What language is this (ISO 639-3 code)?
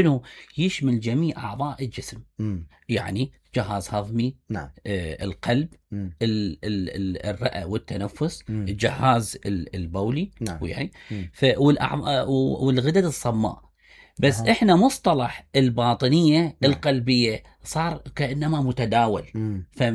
acm